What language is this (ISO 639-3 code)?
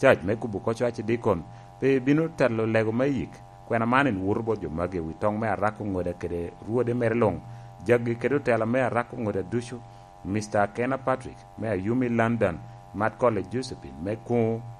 laj